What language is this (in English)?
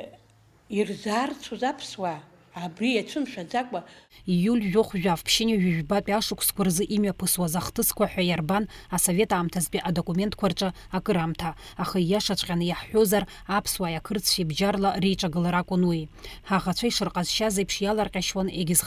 Abkhazian